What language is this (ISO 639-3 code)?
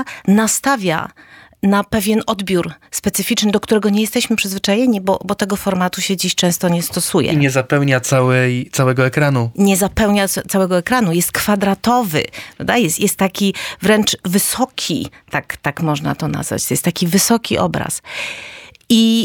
pol